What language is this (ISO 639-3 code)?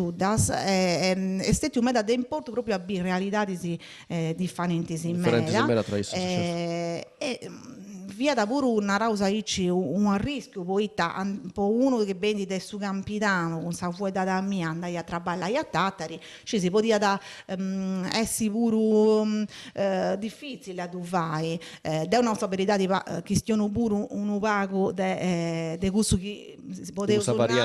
srd